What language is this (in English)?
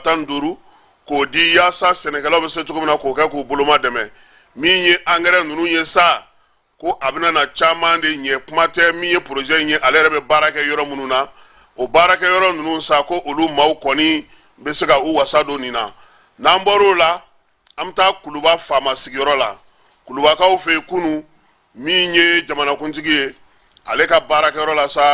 Bambara